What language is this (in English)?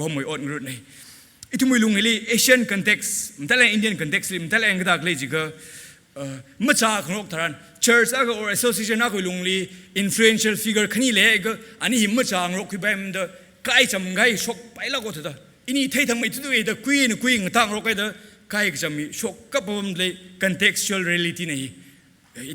Tangkhul Naga (India)